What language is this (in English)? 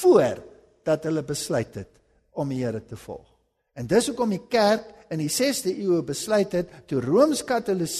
Afrikaans